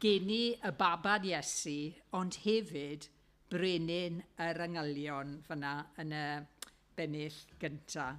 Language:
Welsh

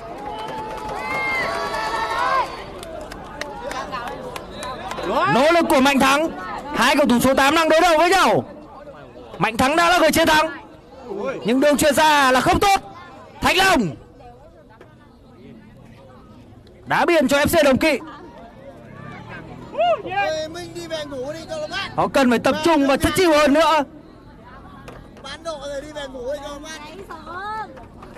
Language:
Vietnamese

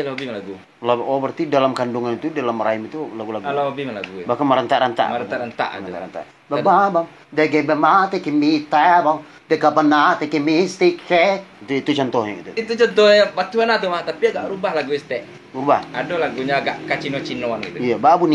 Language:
Minangkabau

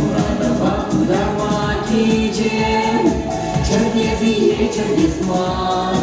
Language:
Chuvash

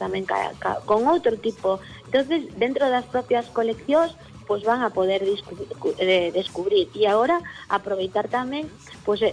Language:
Galician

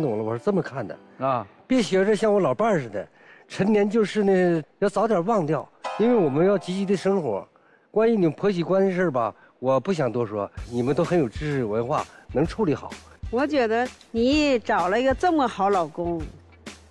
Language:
Chinese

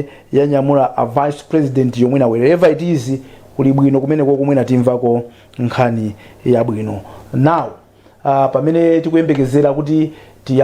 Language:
Nyanja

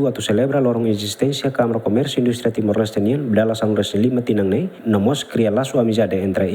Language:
Tetum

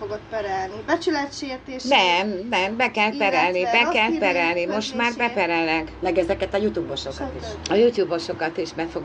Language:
Hungarian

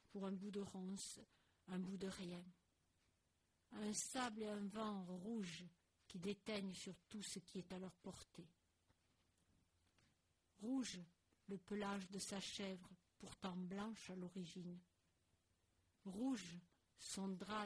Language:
French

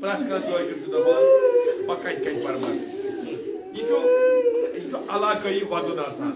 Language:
Kashmiri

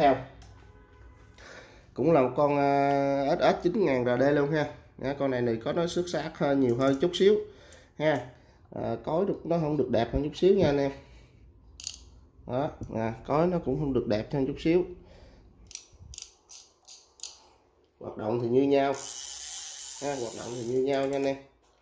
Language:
Vietnamese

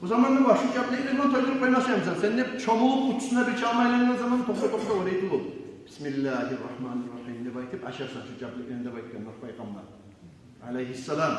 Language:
Kumyk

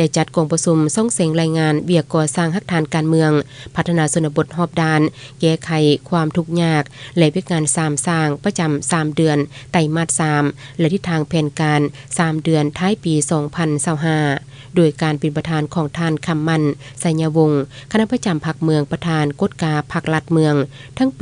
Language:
Lao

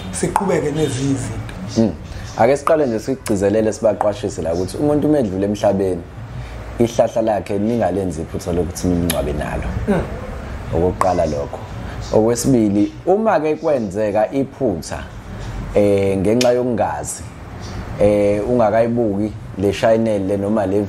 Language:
Zulu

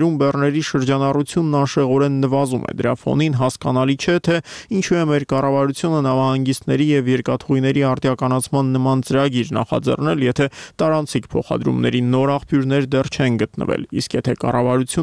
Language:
Armenian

